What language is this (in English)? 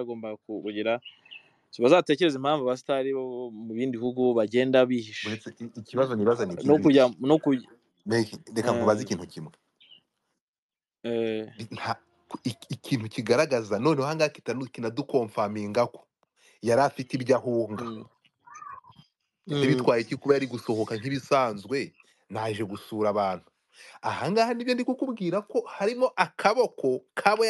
Kinyarwanda